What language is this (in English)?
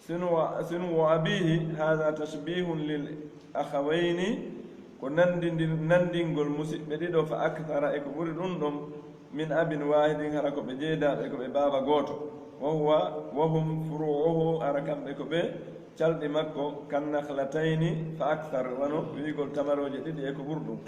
Pular